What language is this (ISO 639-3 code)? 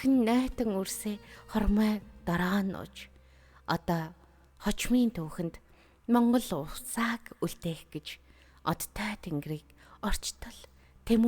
mon